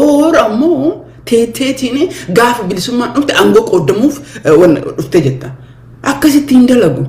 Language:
Oromo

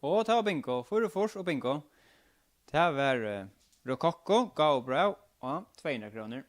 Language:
Faroese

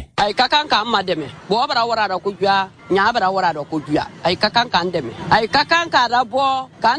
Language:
Bambara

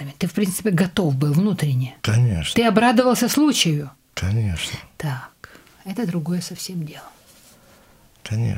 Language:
Russian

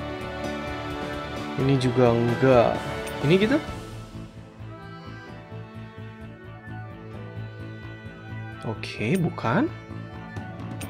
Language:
Indonesian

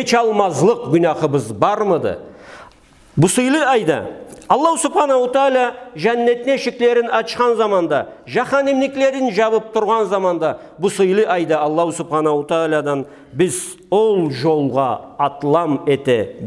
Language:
Karachay-Balkar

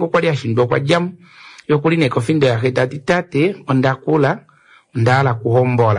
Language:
Kuanyama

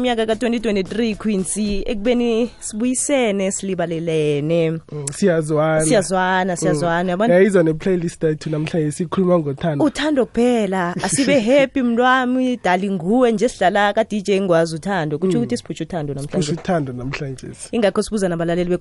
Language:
South Ndebele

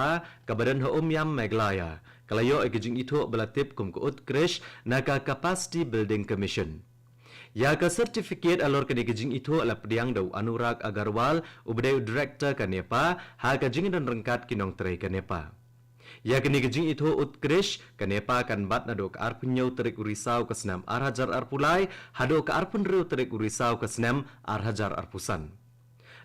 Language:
Khasi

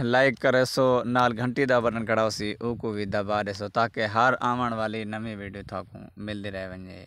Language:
Saraiki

